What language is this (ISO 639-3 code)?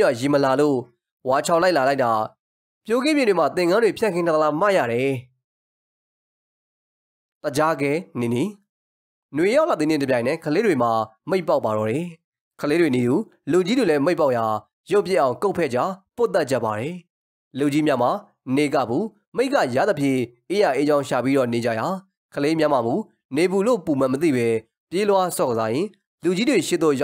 mya